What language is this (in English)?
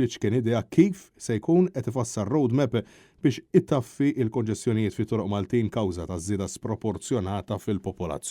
Maltese